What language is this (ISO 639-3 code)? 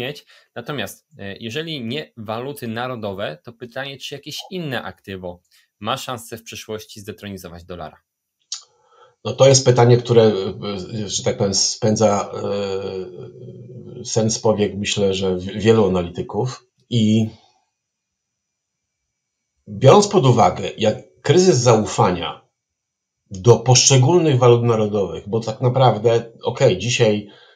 pol